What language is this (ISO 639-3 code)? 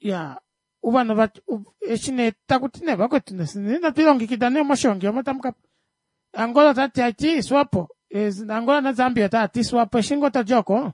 kua